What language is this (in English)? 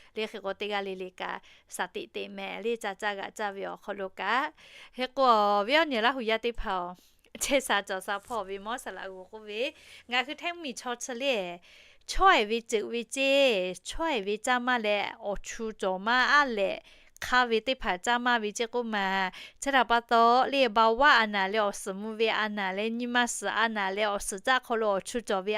Lahu